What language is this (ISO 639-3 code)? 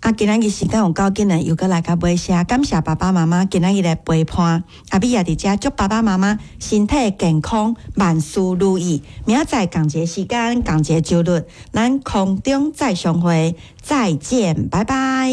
nan